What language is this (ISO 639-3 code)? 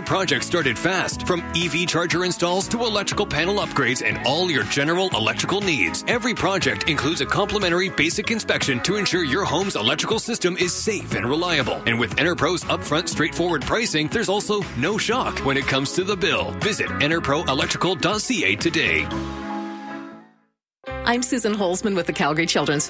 eng